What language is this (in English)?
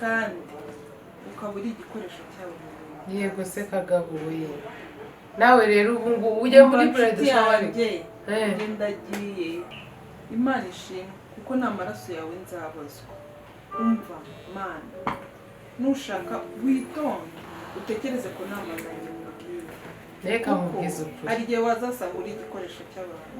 Kinyarwanda